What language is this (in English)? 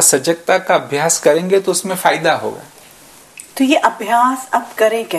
Hindi